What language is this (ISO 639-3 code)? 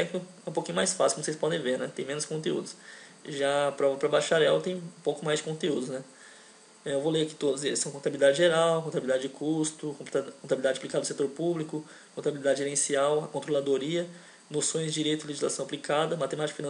por